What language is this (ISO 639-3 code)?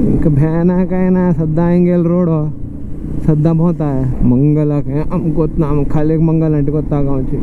kok